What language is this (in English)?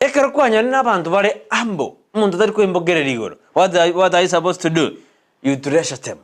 Gusii